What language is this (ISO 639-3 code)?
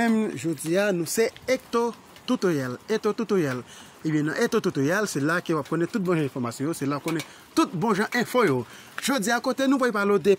hat